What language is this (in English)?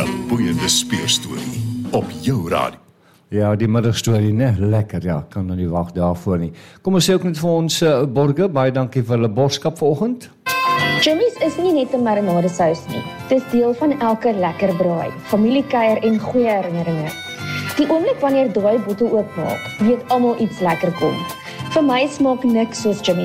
Afrikaans